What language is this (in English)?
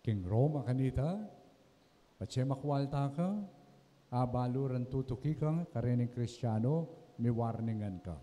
Pampanga